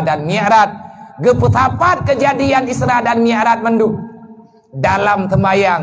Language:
Achinese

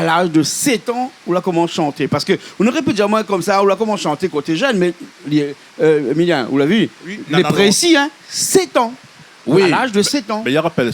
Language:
Réunion Creole French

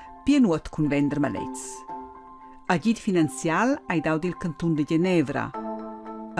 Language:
Romansh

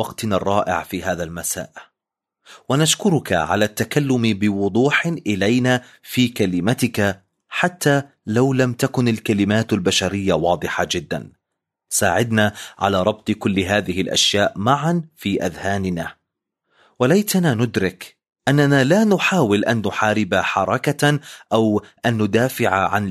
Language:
Arabic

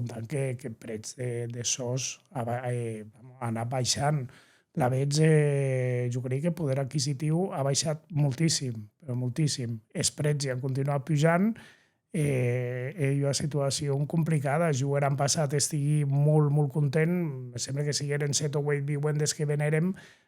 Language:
Occitan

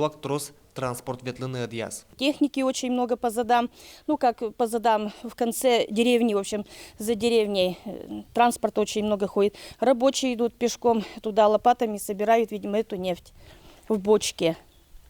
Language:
Udmurt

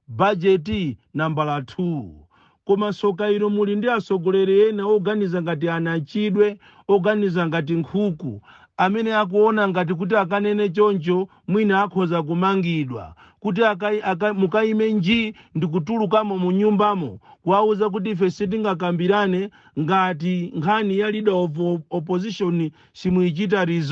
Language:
Nyanja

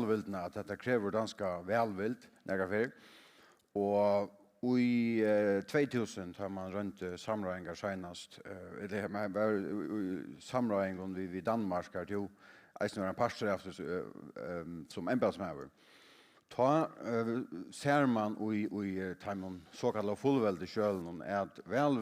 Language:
Faroese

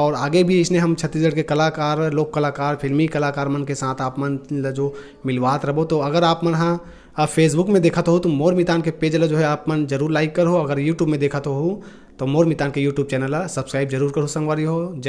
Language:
Chhattisgarhi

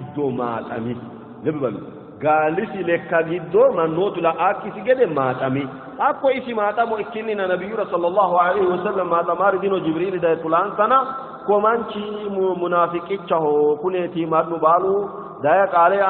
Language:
Sidamo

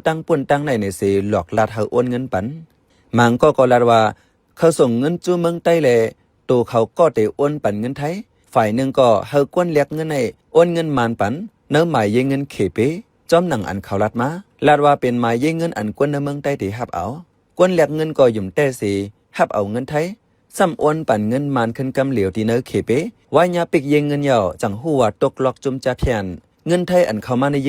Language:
Shan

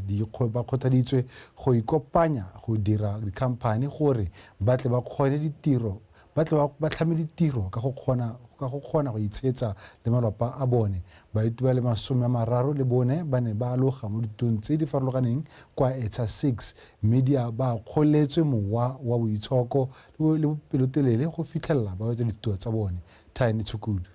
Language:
Tswana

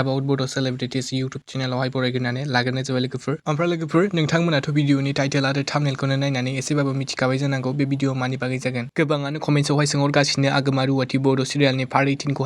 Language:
Bodo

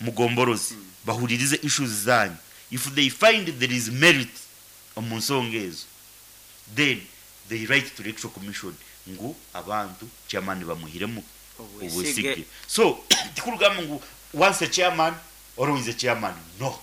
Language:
Nyankole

